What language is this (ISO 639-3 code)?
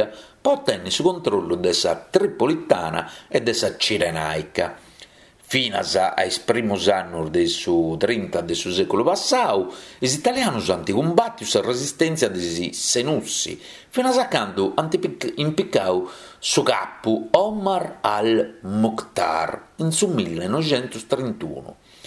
srd